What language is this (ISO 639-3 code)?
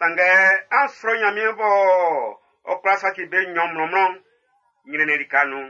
bci